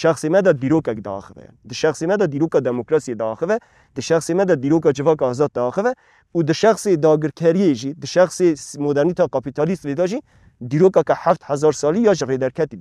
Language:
Kurdish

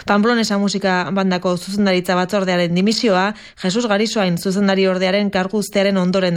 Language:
Basque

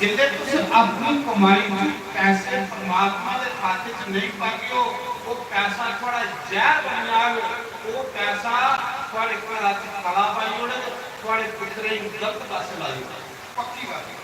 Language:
Dogri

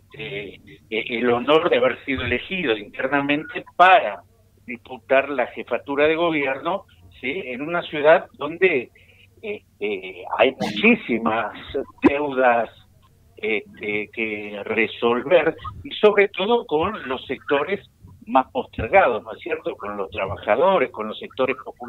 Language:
Spanish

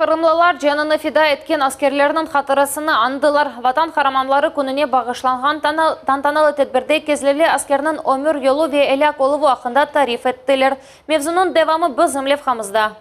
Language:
Crimean Tatar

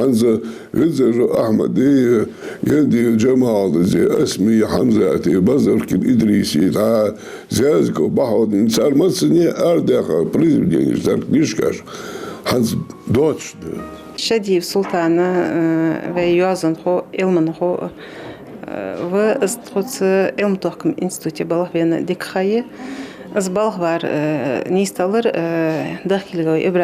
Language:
Ingush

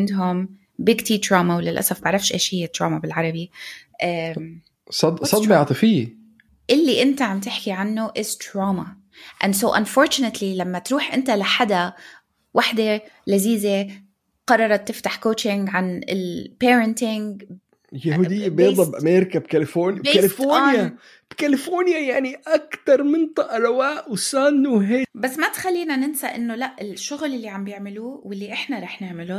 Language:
North Levantine Arabic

